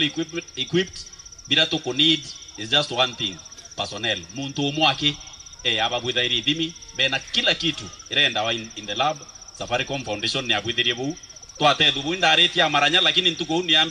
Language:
Meru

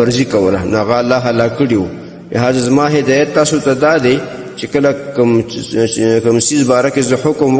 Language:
Pashto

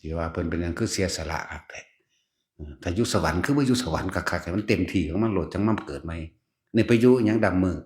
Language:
Lao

